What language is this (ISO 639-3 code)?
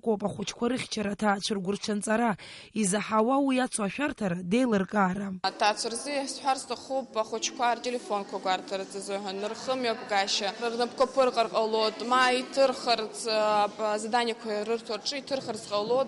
abk